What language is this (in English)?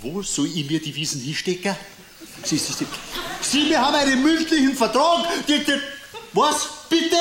Bavarian